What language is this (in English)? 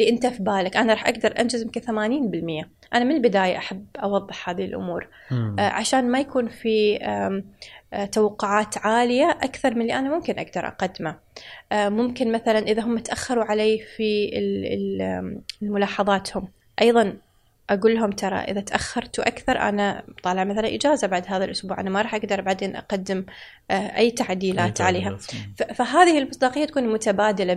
Gulf Arabic